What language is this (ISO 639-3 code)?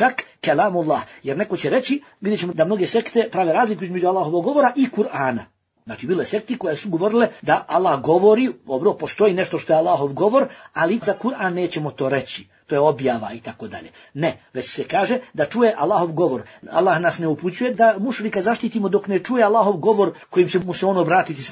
bos